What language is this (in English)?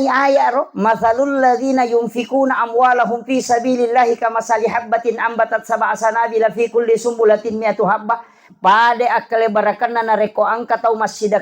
Buginese